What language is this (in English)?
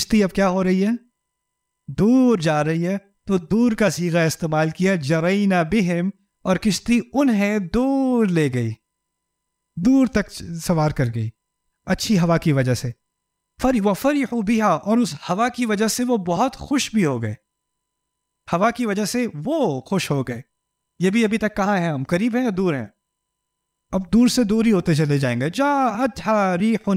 Urdu